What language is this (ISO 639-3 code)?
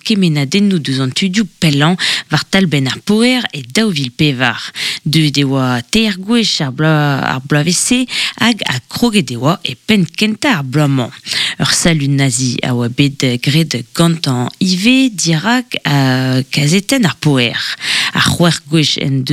bre